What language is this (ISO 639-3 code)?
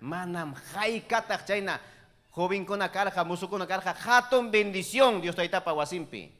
quy